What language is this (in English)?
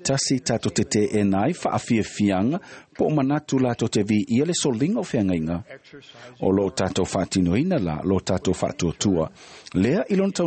Samoan